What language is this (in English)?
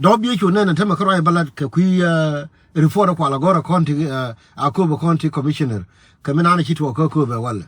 Nuer